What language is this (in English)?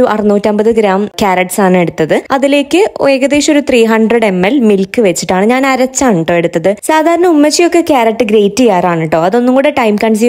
Malayalam